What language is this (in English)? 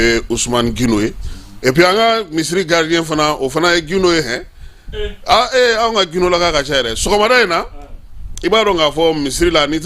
Bambara